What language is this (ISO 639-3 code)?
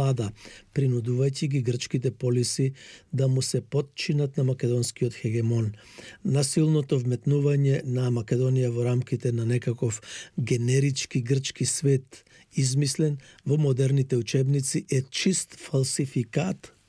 mkd